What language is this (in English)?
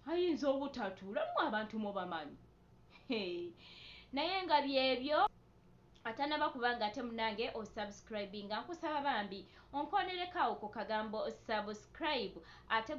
Ganda